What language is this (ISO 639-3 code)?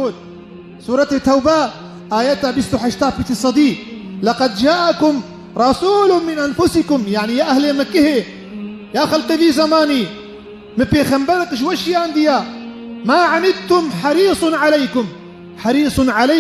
kur